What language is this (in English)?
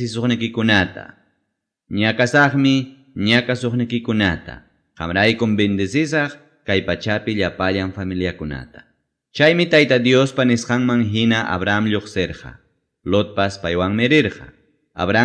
Ayacucho Quechua